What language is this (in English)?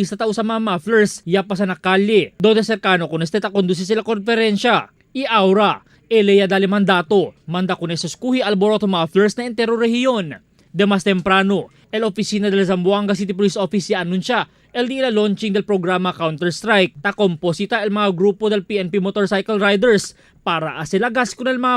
Chavacano